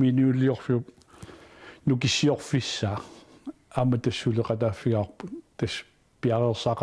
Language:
Kalaallisut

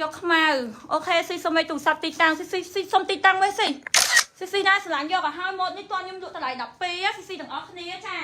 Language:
Khmer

